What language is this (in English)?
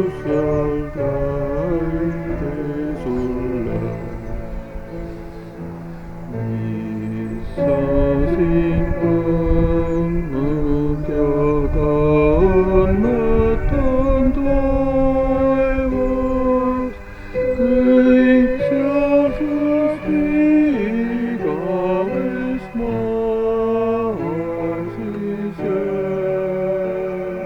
Estonian